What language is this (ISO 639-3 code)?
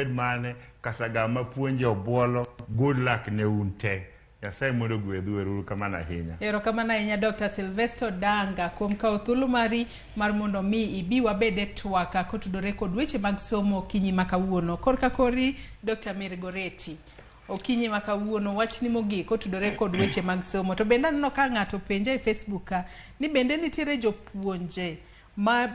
luo